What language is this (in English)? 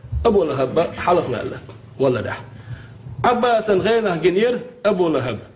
Chechen